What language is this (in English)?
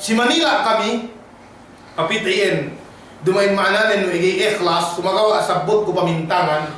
Yakan